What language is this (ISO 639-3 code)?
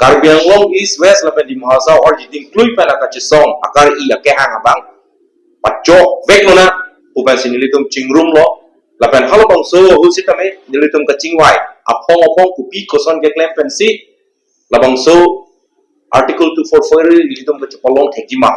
mjw